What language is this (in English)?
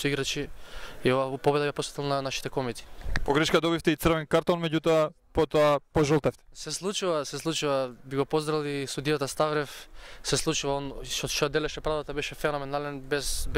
Macedonian